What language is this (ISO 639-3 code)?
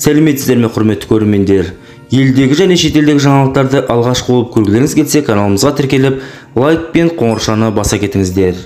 kaz